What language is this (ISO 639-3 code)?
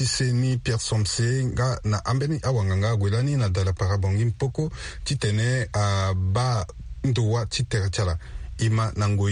sag